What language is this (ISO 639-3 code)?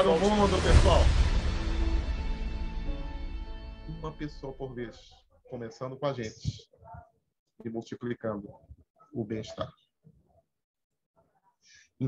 por